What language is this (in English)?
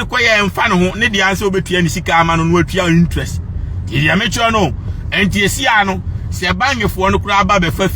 Akan